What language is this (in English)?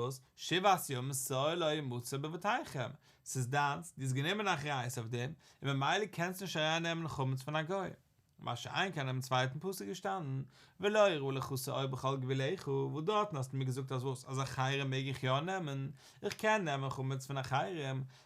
Yiddish